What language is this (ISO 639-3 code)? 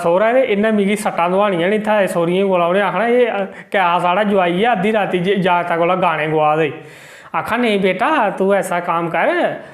doi